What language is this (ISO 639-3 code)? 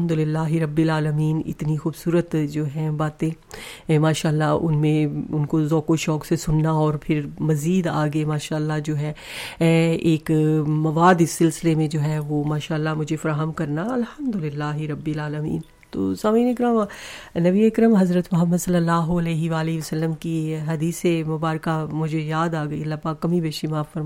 urd